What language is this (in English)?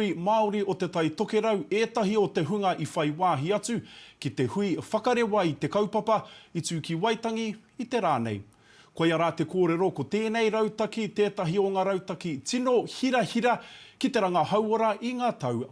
Māori